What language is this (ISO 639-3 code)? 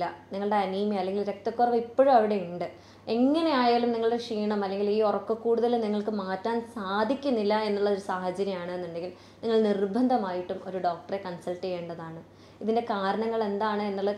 mal